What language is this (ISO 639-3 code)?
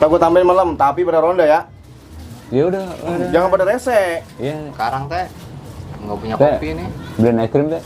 bew